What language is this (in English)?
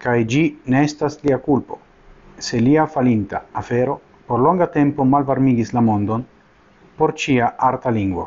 Esperanto